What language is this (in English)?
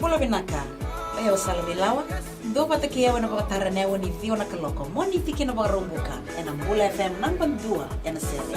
Fijian